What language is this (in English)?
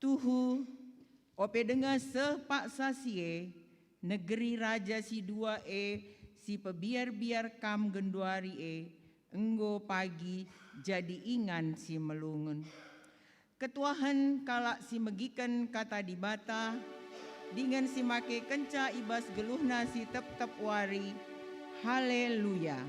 Batak Karo